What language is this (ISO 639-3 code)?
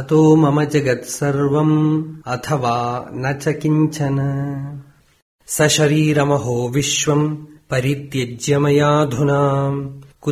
san